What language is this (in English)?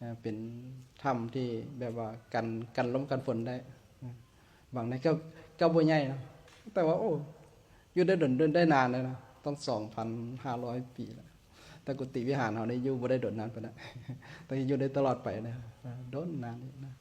Lao